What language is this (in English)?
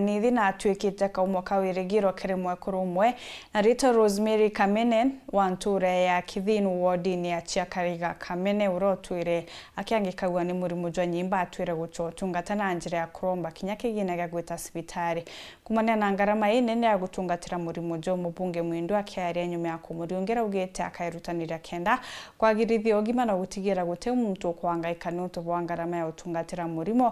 Meru